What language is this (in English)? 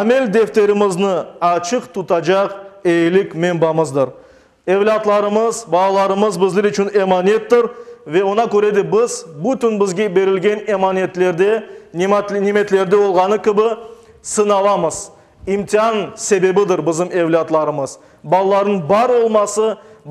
Crimean Tatar